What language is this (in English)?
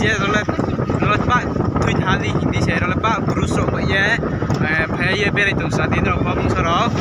Riang (India)